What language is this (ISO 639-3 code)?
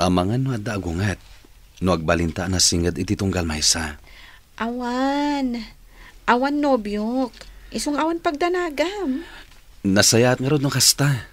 ilo